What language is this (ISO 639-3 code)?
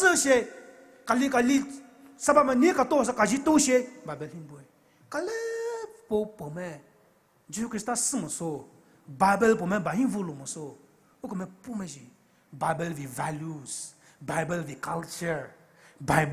pmx